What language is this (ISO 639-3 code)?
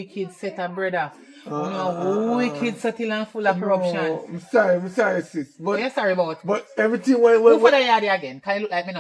jam